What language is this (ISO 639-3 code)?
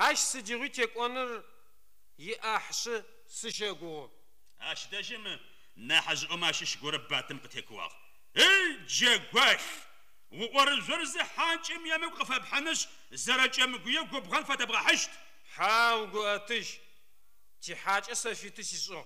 ady